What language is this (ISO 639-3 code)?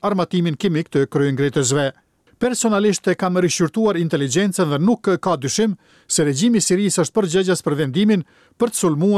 sqi